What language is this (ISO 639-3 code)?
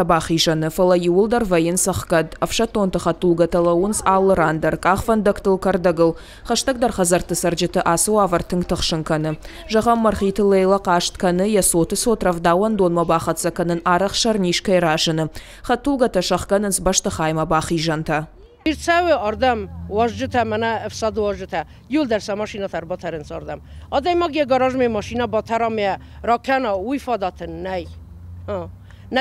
oss